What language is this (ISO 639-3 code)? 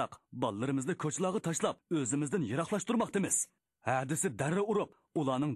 uig